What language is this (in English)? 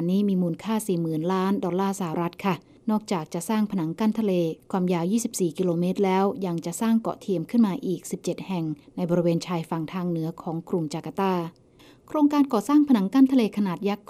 Thai